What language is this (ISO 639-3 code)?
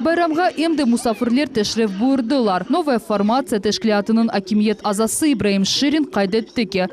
crh